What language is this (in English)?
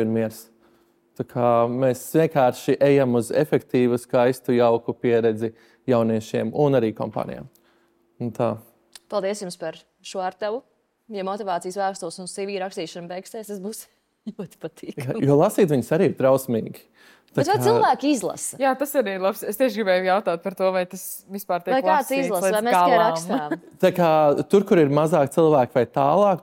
Latvian